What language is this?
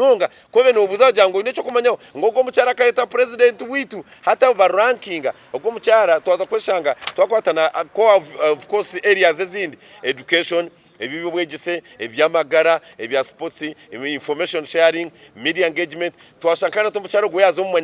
Nyankole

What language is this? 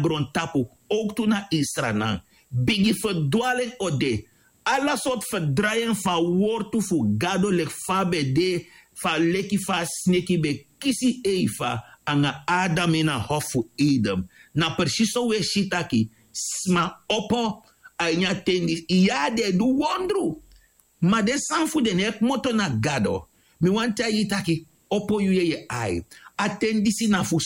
Sranan Tongo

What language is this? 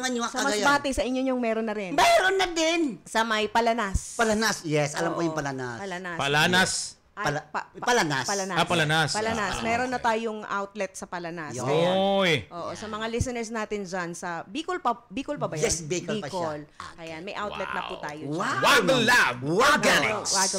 Filipino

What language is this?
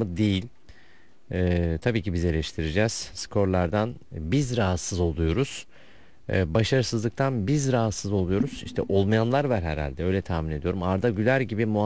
Turkish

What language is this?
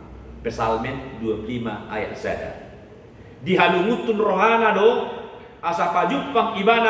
Batak Toba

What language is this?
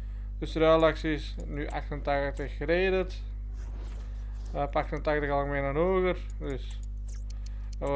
Dutch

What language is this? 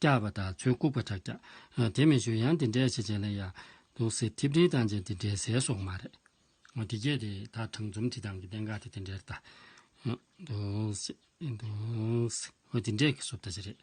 Tibetan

